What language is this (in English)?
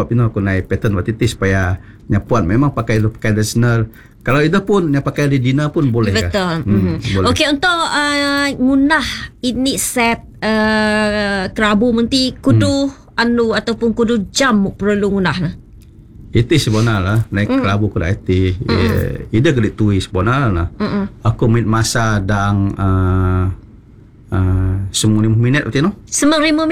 Malay